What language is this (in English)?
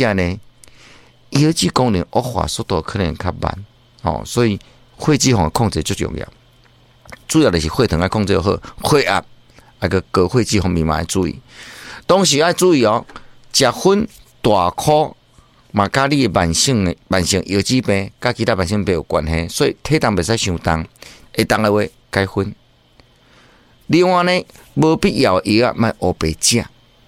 Min Nan Chinese